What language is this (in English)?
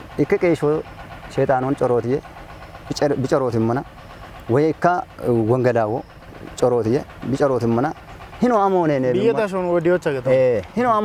Kafa